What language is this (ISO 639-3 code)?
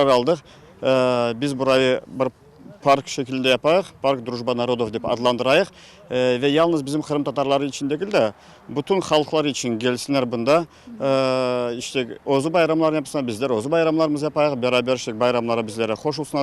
crh